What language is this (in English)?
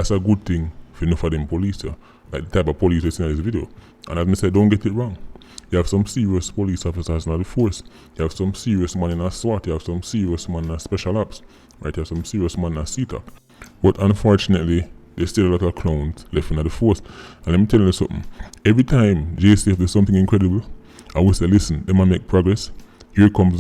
Jamaican Creole English